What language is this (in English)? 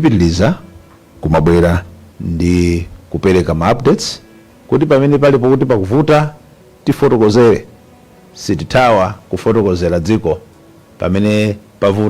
Nyanja